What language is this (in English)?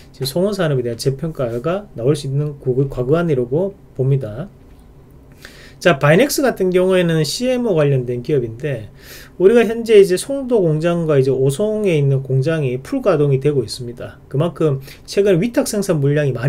Korean